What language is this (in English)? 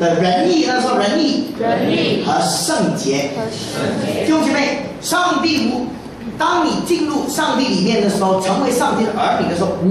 Chinese